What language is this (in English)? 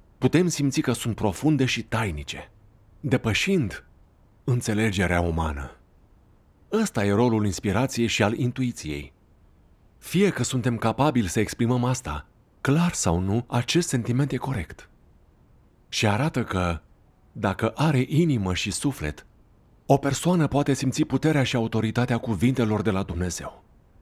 Romanian